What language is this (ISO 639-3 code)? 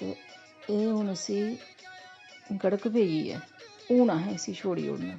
doi